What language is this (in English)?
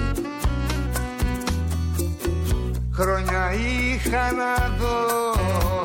Greek